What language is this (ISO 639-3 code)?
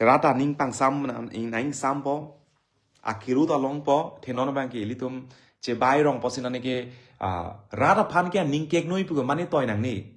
mjw